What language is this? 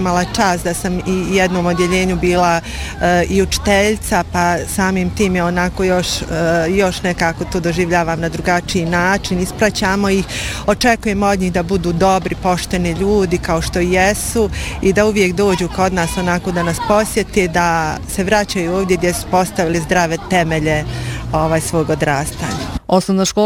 Bosnian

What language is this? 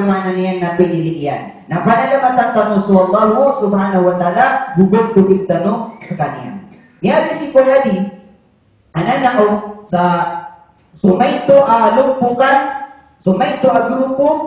Maranao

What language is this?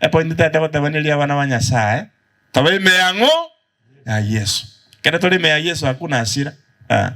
Gusii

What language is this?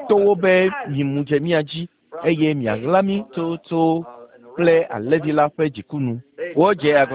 Ewe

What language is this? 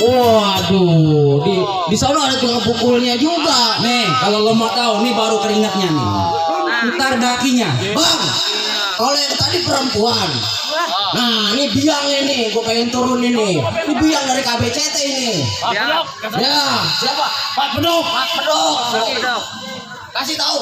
Betawi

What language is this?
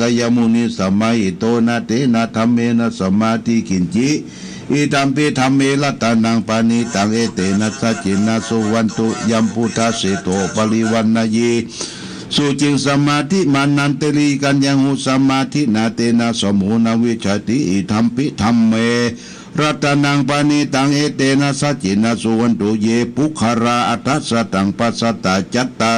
Pali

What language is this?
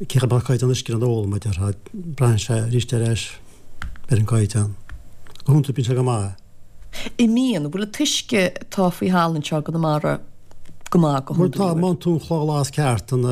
Irish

